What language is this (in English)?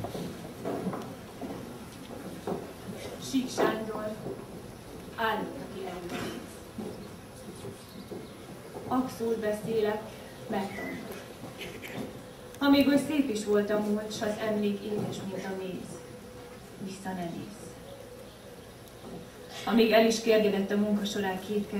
Hungarian